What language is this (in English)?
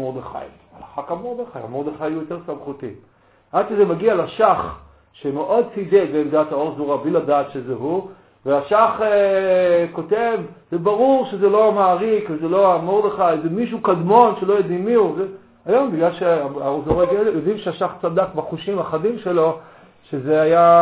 Hebrew